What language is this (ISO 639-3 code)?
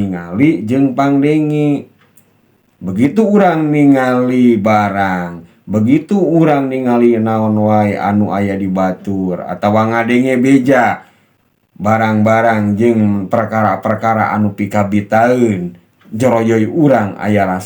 sun